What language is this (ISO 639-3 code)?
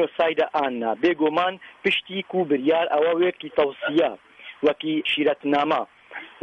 kur